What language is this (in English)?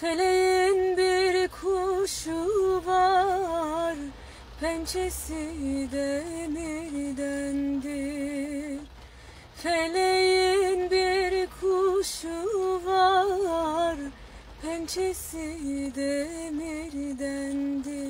Turkmen